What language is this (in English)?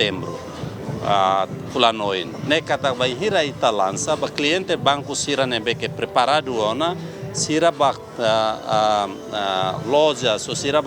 Tetum